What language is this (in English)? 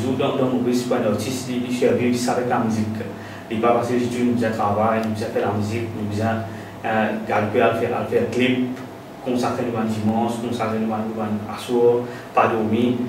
Morisyen